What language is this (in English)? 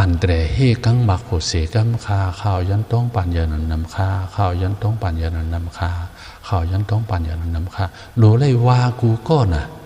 Shan